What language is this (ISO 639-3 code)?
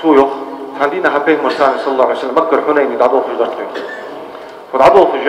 inh